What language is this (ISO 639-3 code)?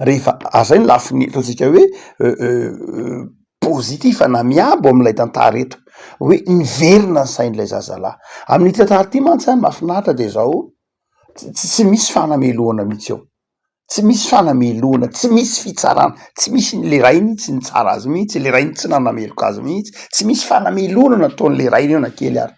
mlg